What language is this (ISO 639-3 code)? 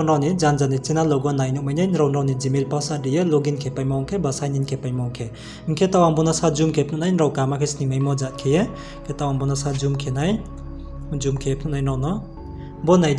ria